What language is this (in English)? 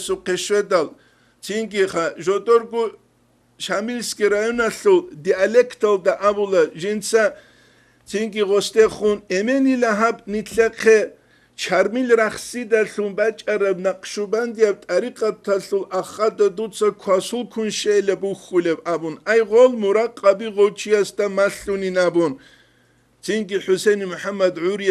Avaric